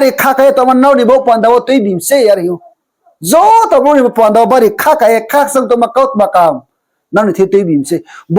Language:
Riang (India)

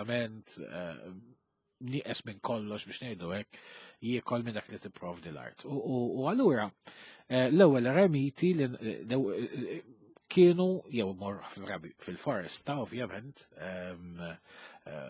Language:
Maltese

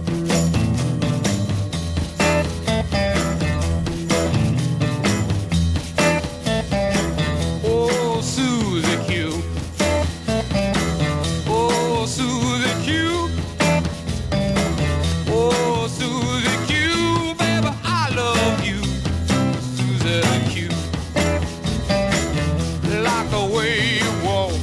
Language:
English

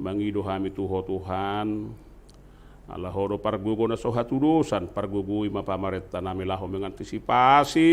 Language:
Batak Toba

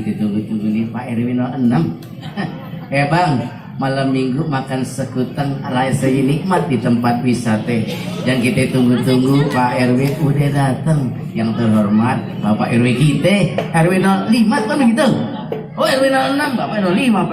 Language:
Betawi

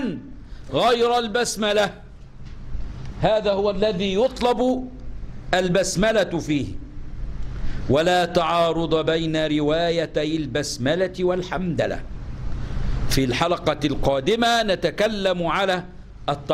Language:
Egyptian Arabic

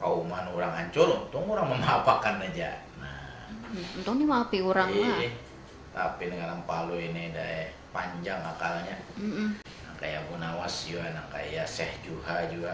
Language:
Banjar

